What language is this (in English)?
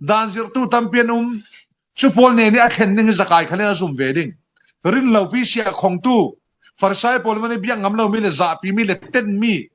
Falam Chin